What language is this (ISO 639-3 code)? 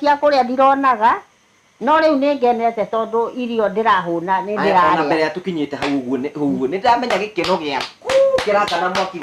kik